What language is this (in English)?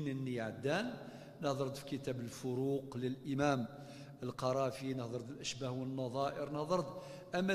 Kabyle